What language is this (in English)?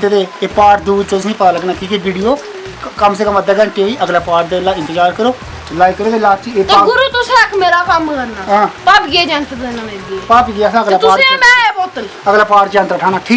Dogri